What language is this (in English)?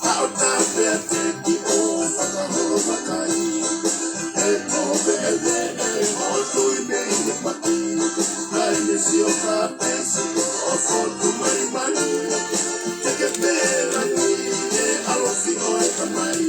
Tongan